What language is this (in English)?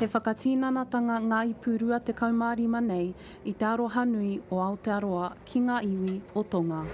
Māori